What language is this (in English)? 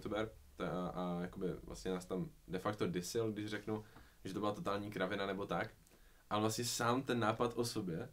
Czech